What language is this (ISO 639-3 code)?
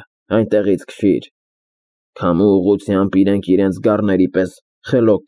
hye